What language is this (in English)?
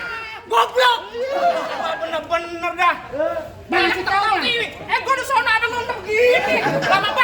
Betawi